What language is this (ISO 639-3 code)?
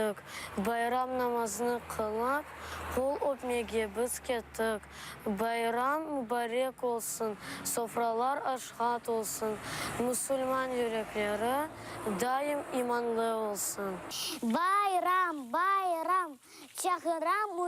crh